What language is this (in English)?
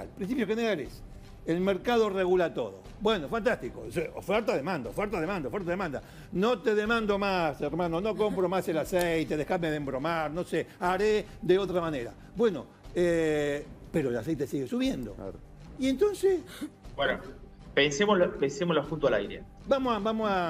Spanish